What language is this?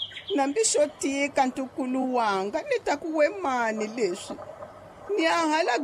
Tsonga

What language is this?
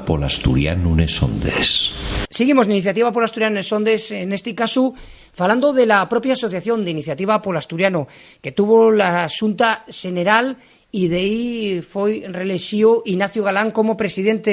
Asturian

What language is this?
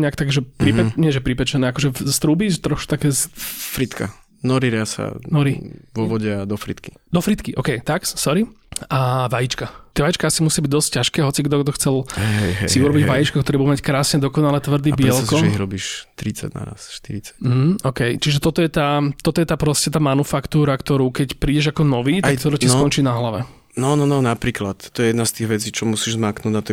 Slovak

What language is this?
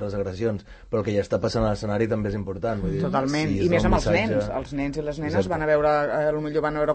Catalan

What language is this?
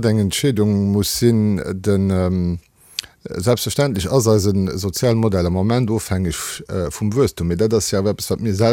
Luxembourgish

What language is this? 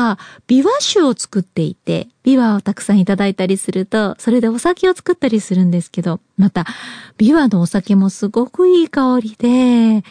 Japanese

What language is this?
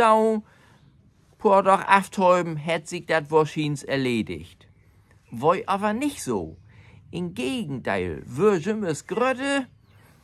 Low German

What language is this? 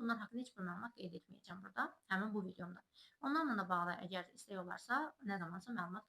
Azerbaijani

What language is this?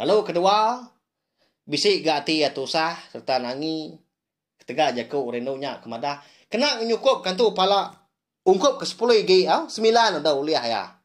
Iban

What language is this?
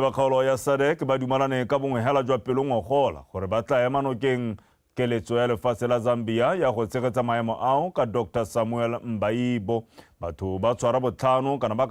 Tswana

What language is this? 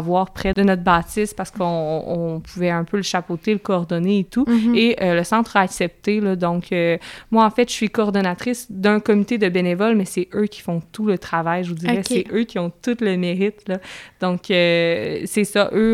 French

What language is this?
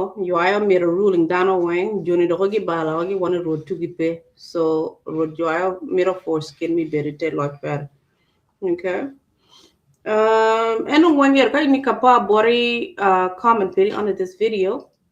Acoli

